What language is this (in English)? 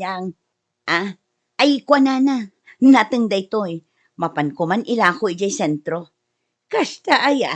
Iloko